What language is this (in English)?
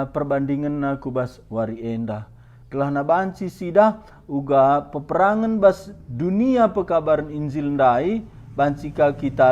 Batak Karo